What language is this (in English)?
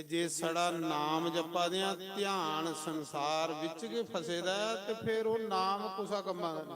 Dogri